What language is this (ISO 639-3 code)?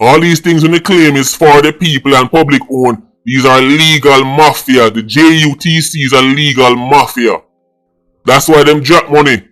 jam